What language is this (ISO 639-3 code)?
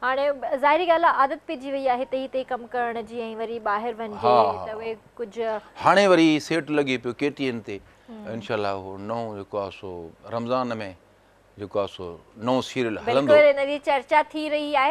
snd